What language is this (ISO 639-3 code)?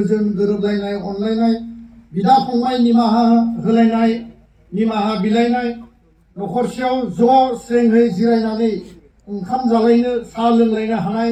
brx